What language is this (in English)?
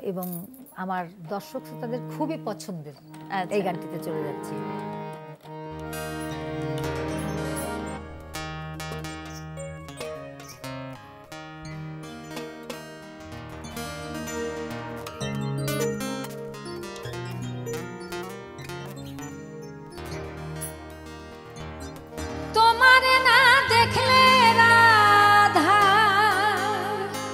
Bangla